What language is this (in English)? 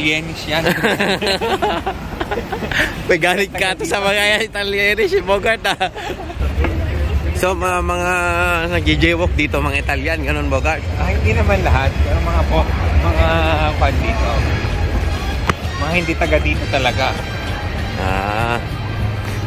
Filipino